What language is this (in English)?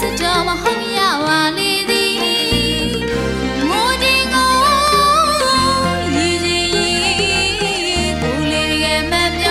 Burmese